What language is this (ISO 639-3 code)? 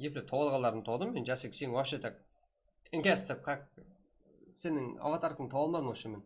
kaa